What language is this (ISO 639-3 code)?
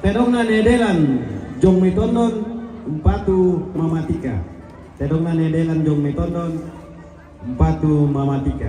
sda